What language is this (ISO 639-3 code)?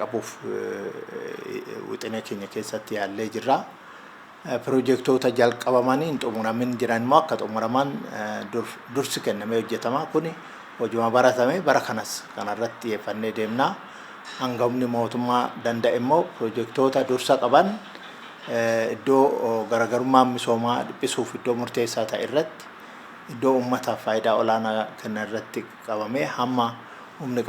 orm